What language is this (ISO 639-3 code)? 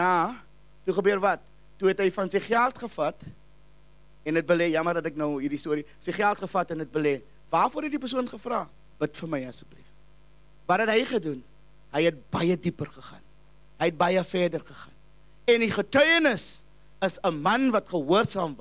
afr